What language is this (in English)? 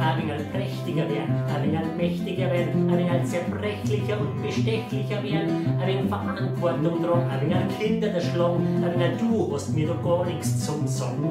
Bavarian